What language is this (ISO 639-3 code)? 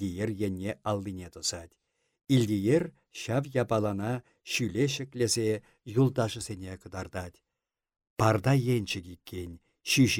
chv